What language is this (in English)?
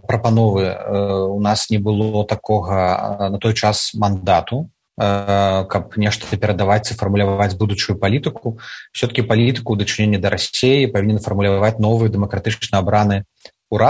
Belarusian